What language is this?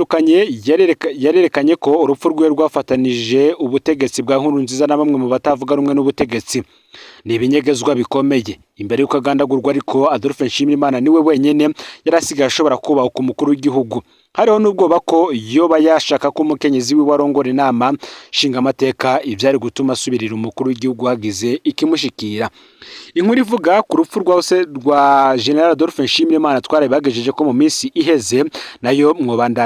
Rundi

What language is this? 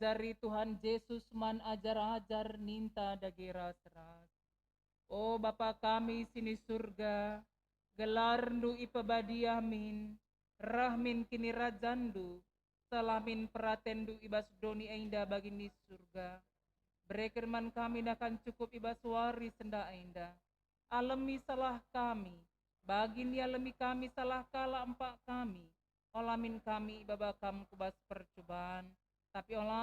Batak Karo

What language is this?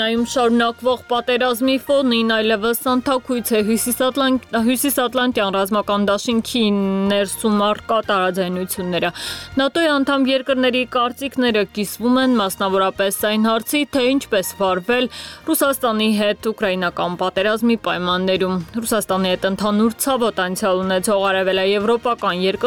Armenian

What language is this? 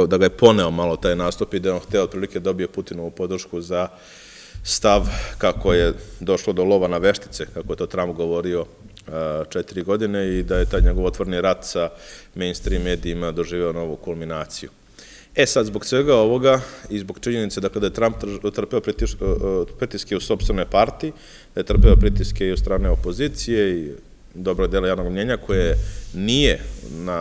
Serbian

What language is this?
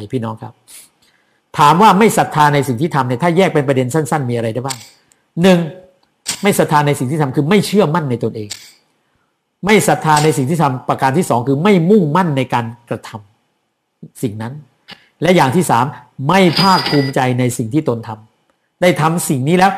Thai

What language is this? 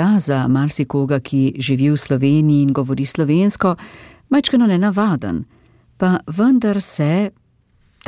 Slovenian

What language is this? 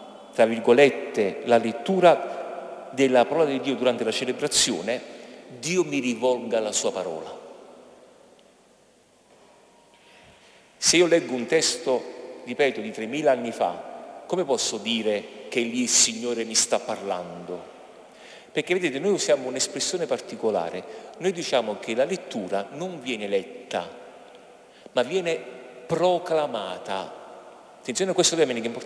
Italian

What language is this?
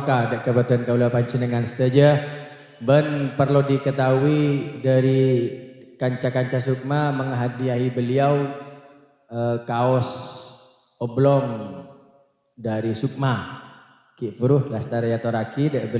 Madurese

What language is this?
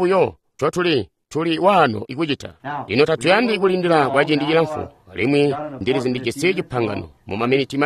Tonga (Zambia)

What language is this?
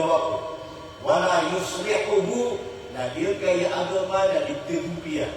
Maranao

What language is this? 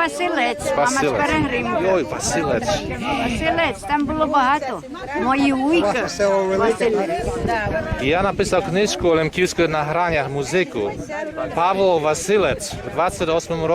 Rusyn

